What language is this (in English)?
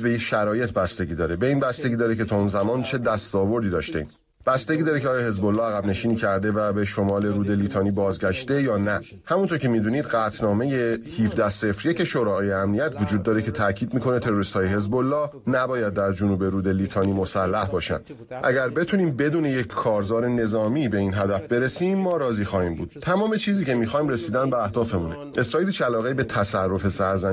Persian